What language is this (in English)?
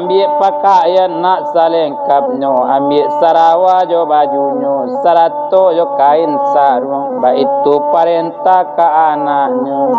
Minangkabau